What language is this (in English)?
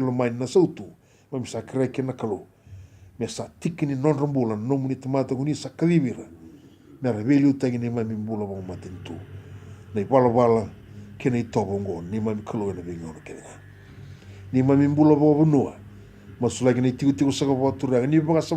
Fijian